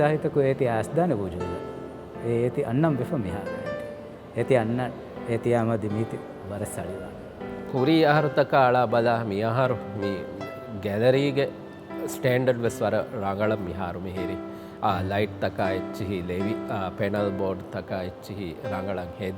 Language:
Divehi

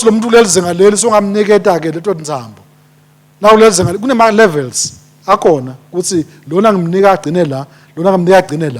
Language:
Swati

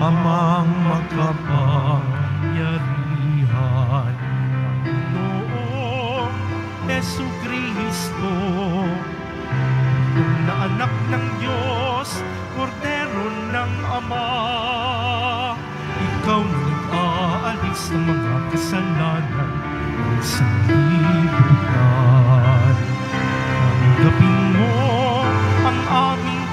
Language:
Filipino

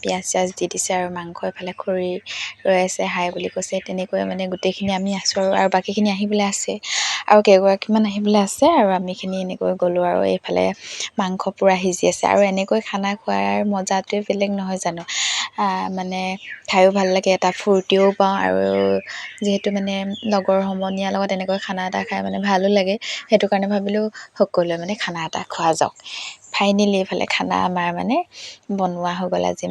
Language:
Assamese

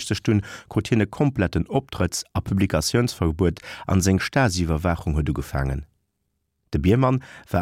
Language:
Luxembourgish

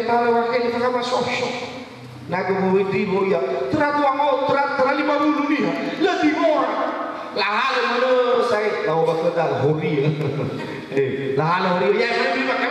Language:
Nias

